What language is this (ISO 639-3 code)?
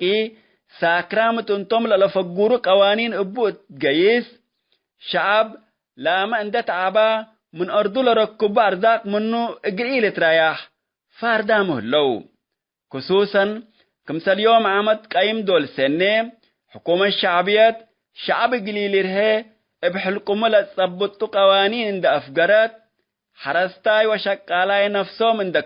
tig